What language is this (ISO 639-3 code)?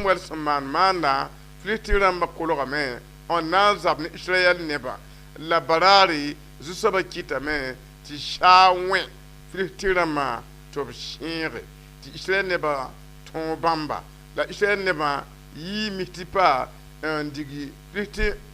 mos